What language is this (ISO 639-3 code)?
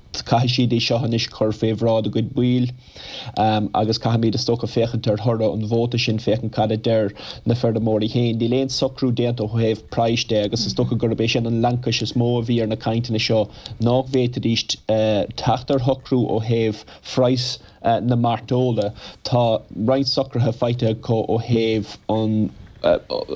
gle